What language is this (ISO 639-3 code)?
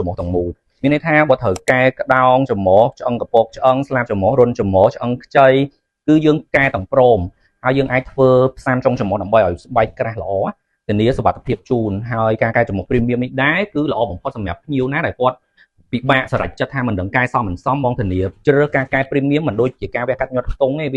khm